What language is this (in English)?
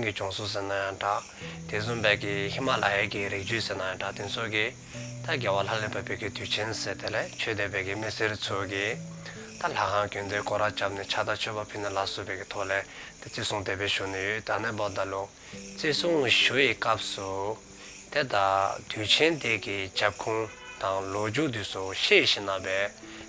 Dzongkha